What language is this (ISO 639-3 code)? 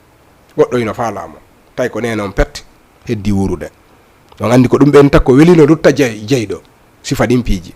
ful